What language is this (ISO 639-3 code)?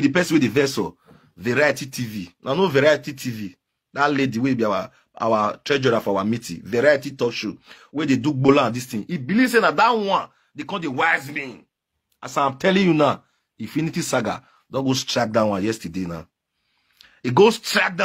pcm